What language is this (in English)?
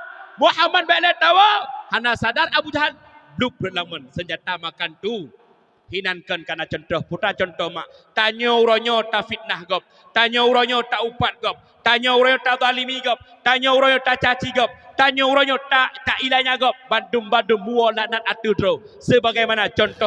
Achinese